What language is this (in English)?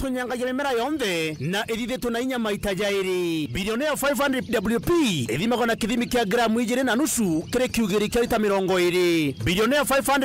Meru